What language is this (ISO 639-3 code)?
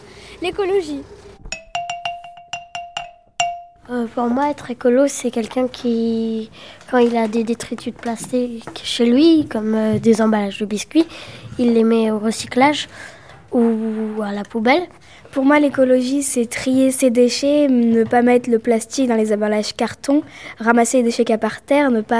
fra